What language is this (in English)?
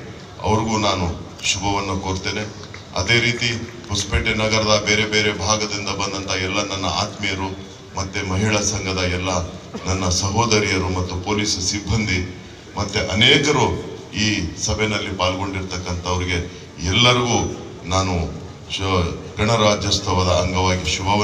Kannada